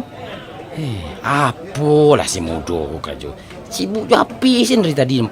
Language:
Minangkabau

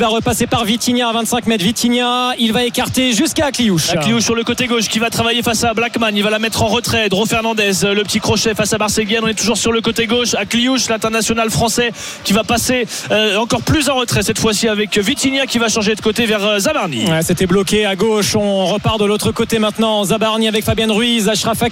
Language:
French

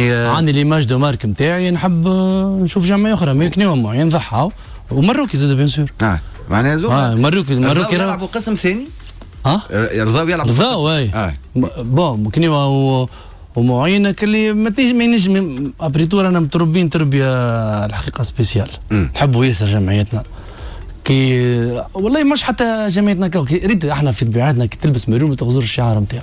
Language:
Tunisian Arabic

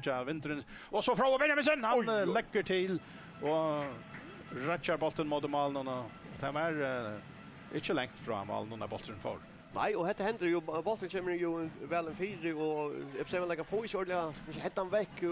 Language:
Faroese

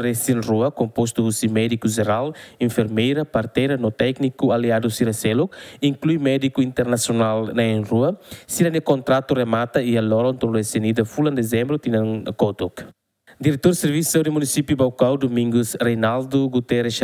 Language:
Tetum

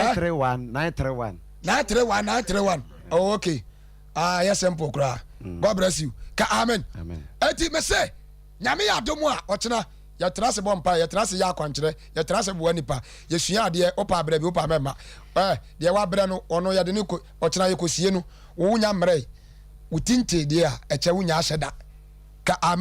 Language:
Akan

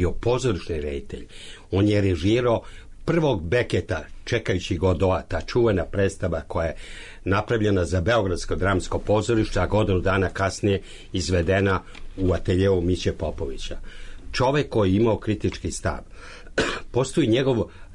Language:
Serbian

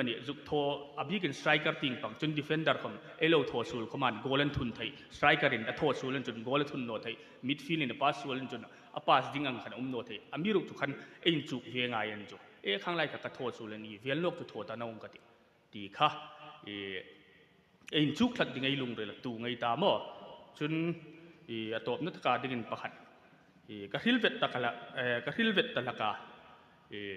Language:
Hmar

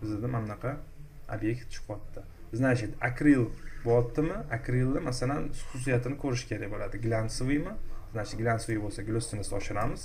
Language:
Uzbek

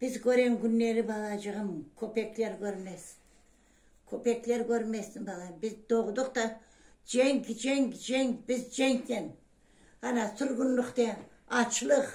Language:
Crimean Tatar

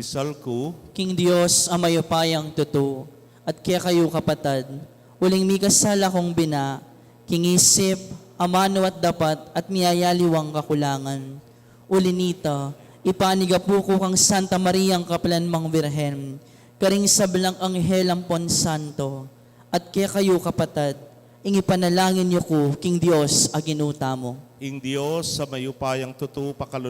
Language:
Pampanga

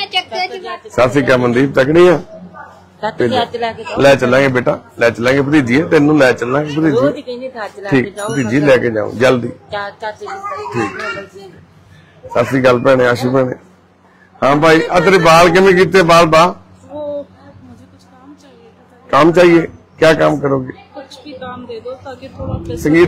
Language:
Punjabi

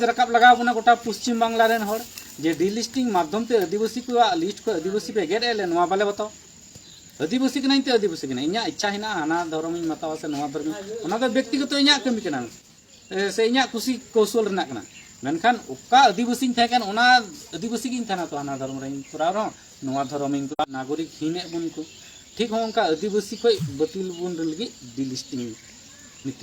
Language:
Santali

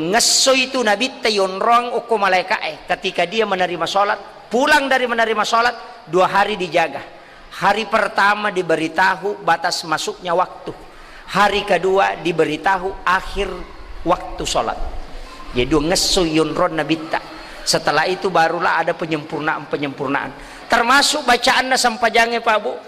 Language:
Buginese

